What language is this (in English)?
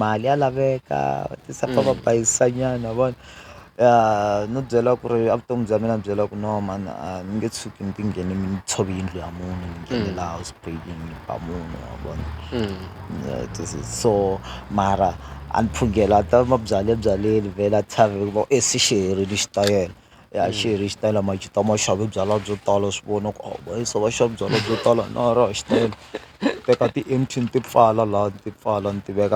Tsonga